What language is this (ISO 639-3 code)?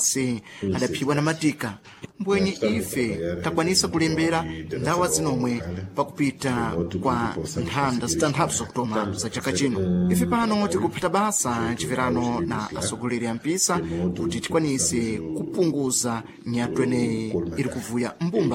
seh